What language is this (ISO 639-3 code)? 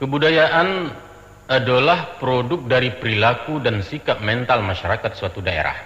min